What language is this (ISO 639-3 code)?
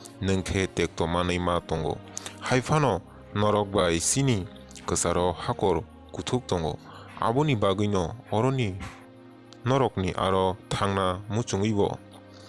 trp